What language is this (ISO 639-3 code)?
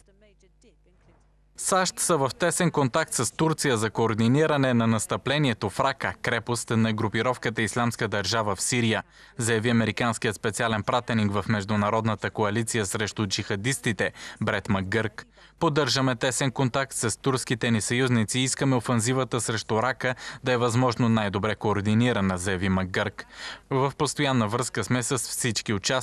bul